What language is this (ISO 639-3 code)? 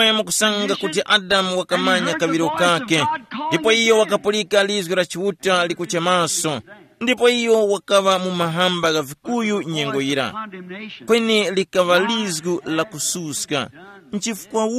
tum